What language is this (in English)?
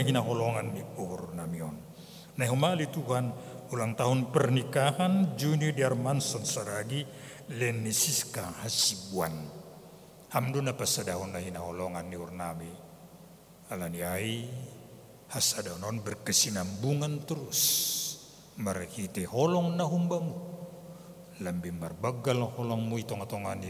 Batak Simalungun